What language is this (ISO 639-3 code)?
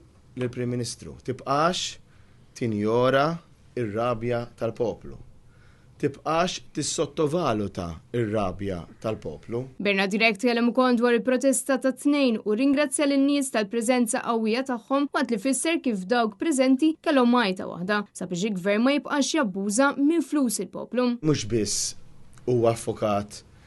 mlt